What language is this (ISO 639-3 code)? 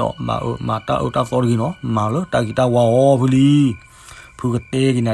ksw